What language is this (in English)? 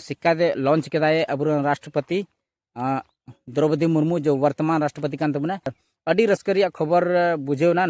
Santali